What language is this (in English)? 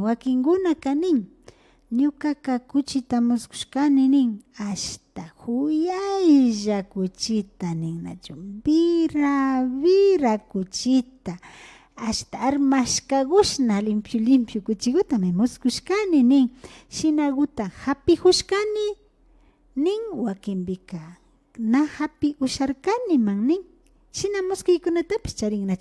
Imbabura Highland Quichua